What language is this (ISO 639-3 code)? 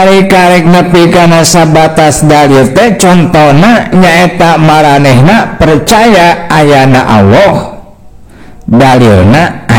sun